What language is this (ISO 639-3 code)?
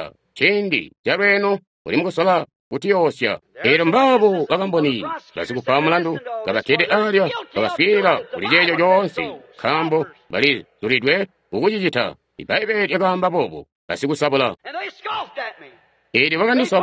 toi